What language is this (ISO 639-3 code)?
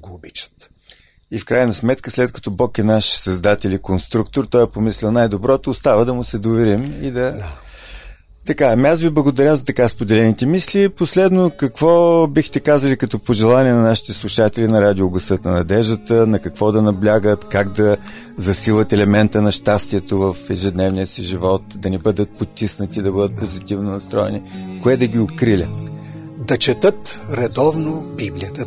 bul